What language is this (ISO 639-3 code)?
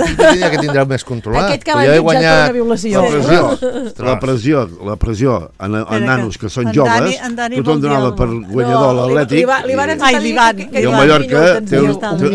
cat